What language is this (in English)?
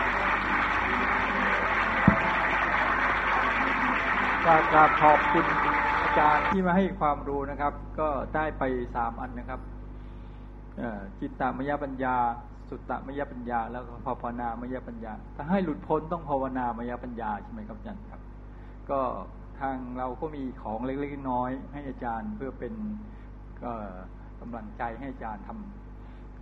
Thai